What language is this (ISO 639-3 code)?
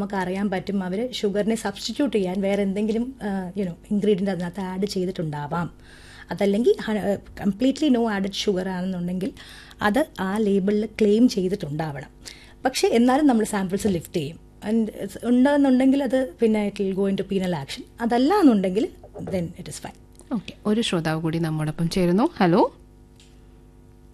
mal